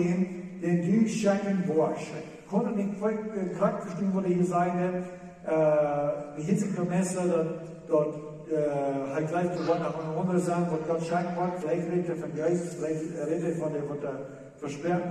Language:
Plautdietsch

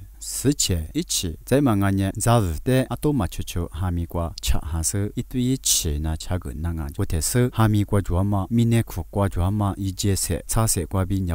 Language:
Lisu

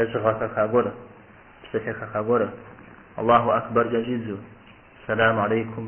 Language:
Kabardian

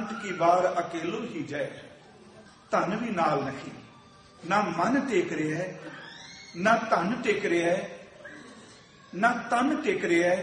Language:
Punjabi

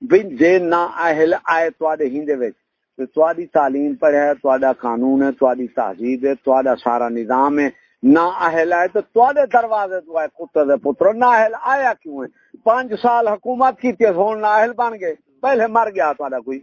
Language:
Saraiki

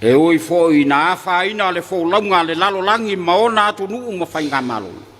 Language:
Samoan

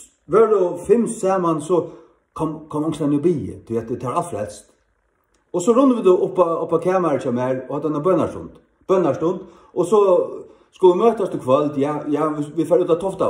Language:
Faroese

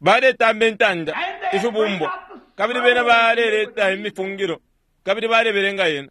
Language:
Bemba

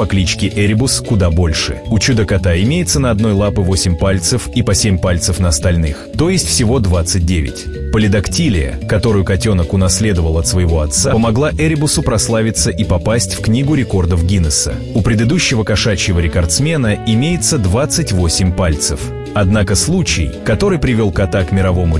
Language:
Russian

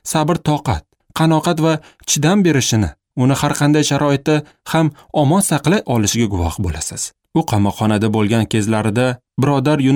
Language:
Uzbek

